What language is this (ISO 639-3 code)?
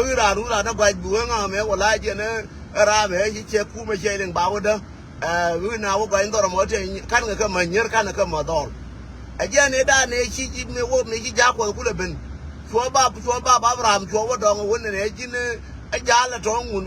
nus